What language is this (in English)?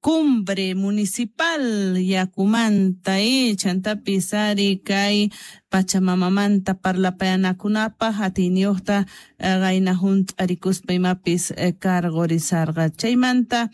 Quechua